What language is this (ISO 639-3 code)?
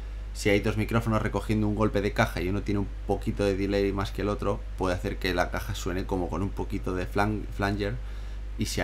spa